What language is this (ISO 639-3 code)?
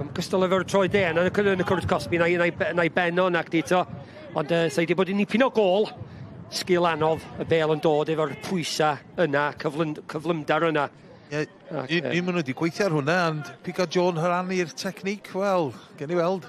cym